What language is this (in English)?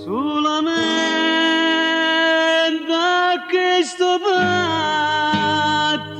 Neapolitan